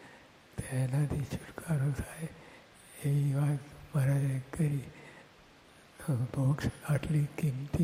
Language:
Gujarati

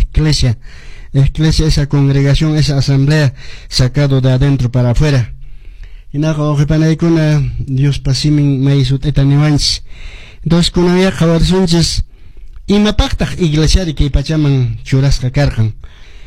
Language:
Quechua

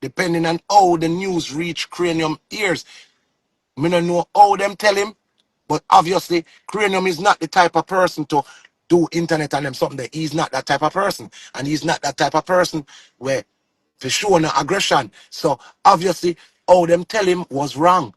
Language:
Jamaican Creole English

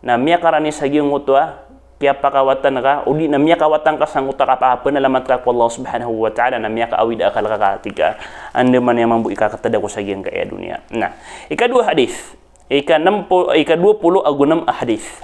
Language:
Maranao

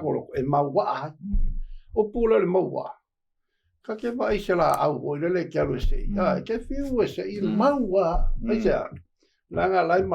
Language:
Samoan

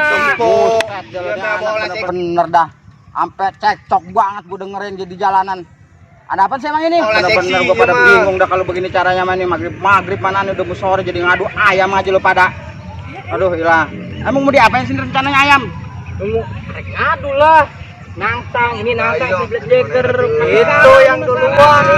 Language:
Betawi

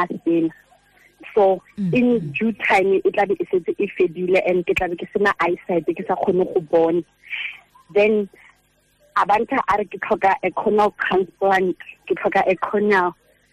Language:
Tswana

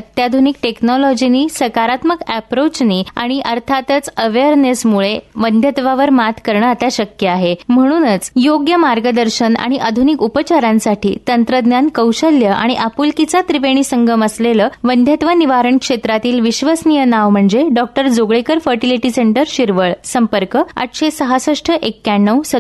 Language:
Marathi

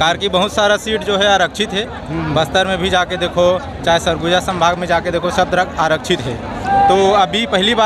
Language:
Chhattisgarhi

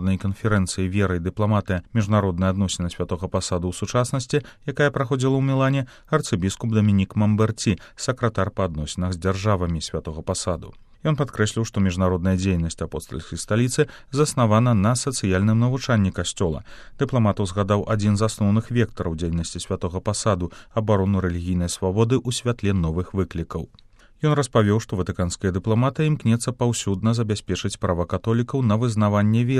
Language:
Belarusian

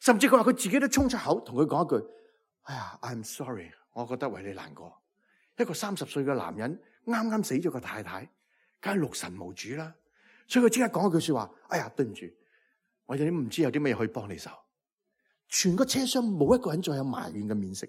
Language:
Cantonese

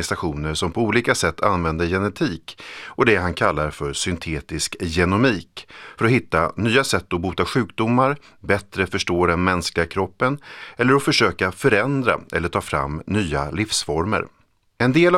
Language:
Swedish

